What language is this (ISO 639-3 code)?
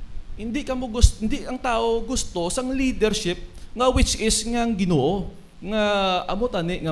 hil